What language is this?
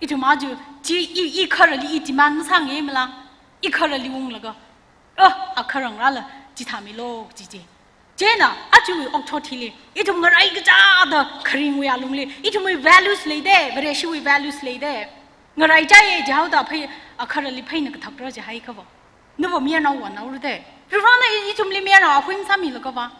Tangkhul Naga (India)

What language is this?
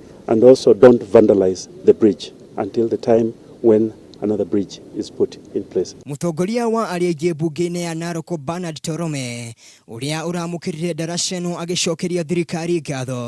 Kikuyu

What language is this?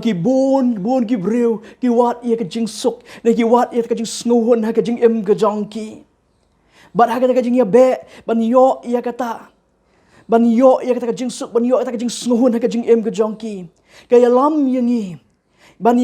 Khasi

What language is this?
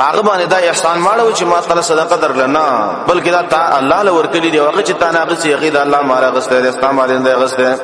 Pashto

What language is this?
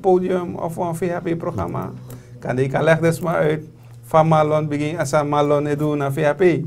Sranan Tongo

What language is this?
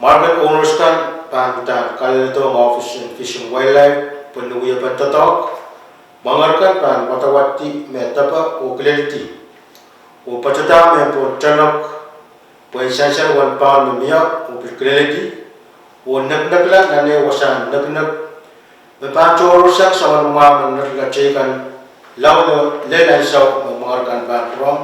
Pohnpeian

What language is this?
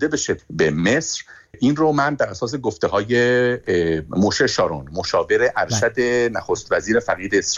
Persian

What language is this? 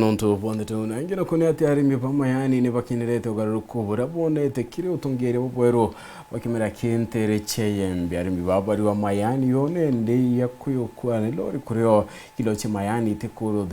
Meru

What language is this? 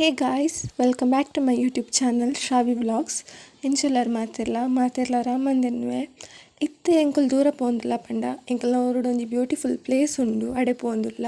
Tulu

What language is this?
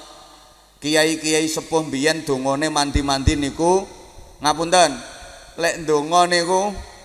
Javanese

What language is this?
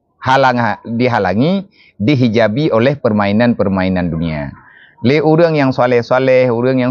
Achinese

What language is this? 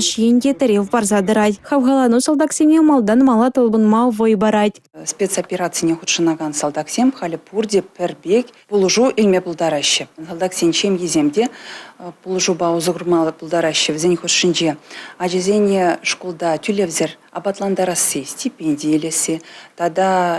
Chuvash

